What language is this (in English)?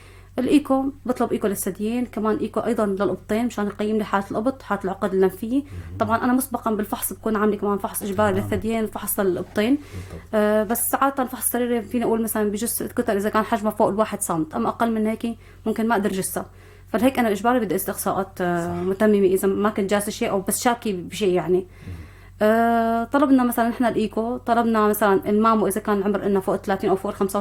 North Levantine Arabic